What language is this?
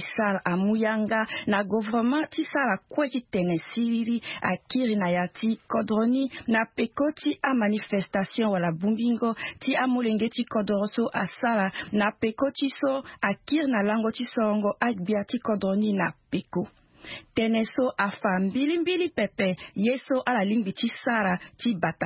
Sango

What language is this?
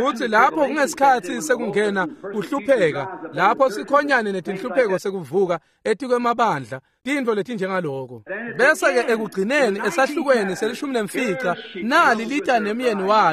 Swati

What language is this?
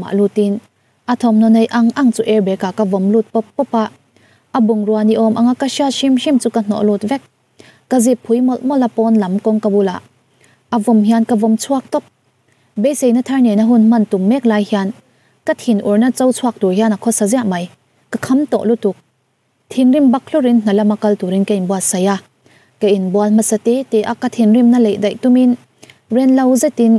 Mizo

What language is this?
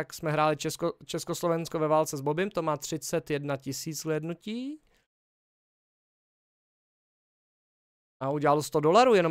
Czech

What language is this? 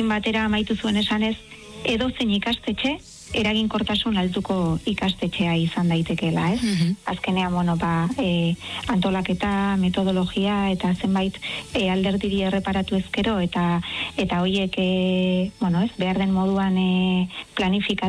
Basque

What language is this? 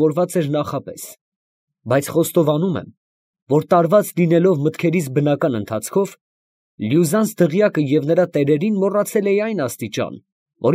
Armenian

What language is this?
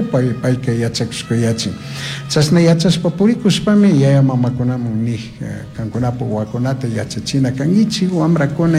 Chimborazo Highland Quichua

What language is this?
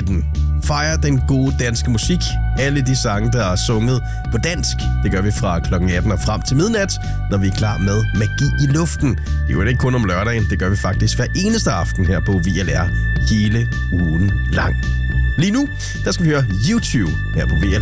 Danish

